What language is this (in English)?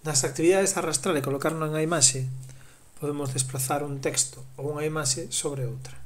Galician